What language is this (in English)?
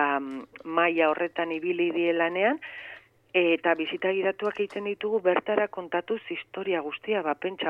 Basque